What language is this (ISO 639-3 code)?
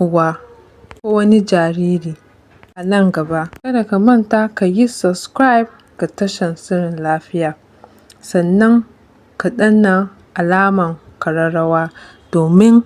hau